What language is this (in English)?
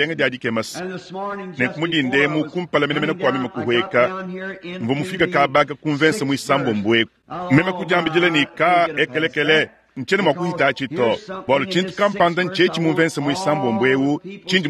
Luba-Lulua